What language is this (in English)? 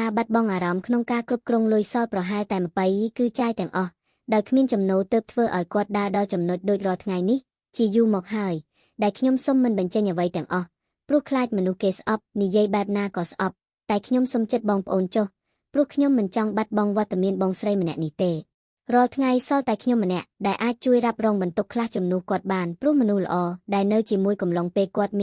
Khmer